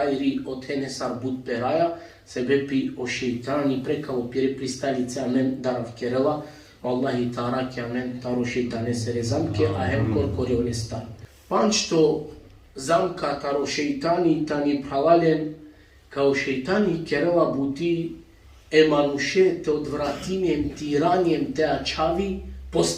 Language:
Balkan Romani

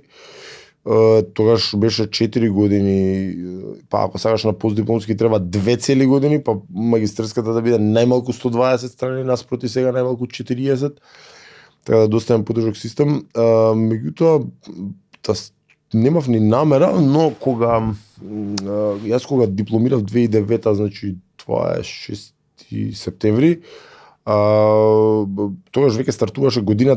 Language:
Macedonian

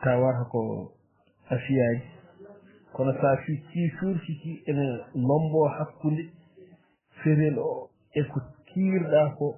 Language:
Fula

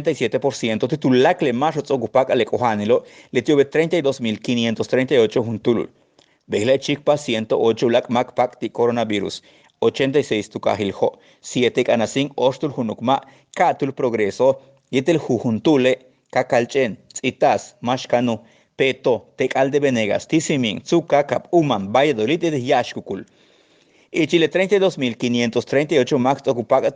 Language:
Yucateco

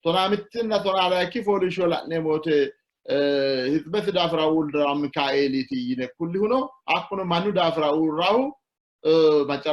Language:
Sidamo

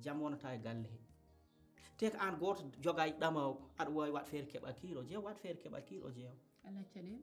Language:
Fula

